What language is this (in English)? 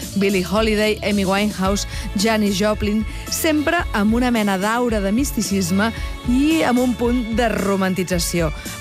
Catalan